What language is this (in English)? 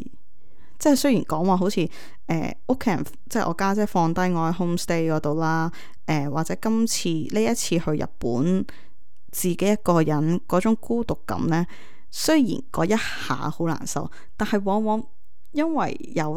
Cantonese